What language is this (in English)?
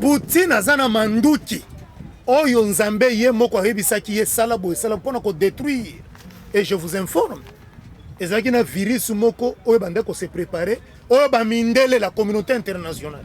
Lingala